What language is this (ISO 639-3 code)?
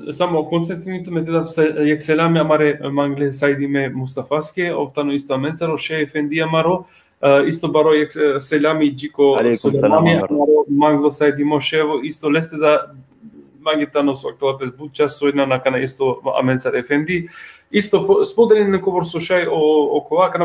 rmn